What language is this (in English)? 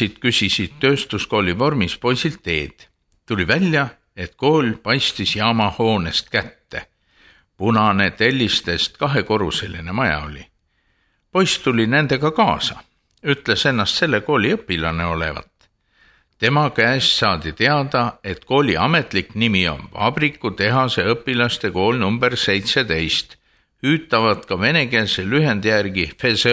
Estonian